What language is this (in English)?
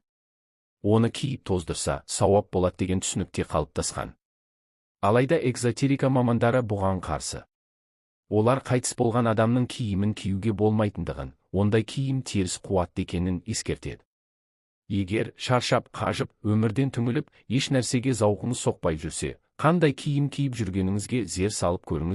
Kazakh